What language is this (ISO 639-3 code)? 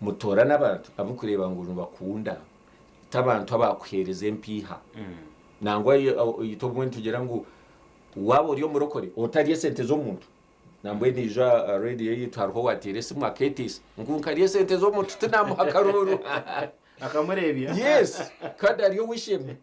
nyn